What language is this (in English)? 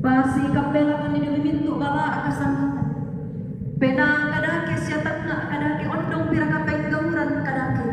Toraja-Sa'dan